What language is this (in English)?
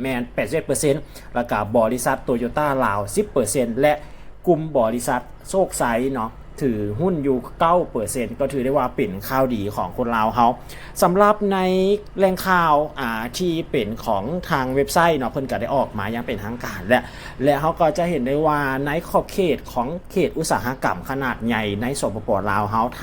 Lao